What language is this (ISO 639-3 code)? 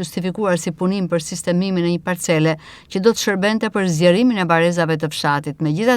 sqi